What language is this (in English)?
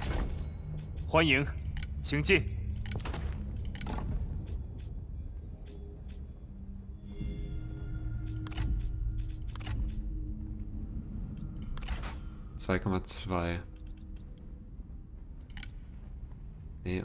German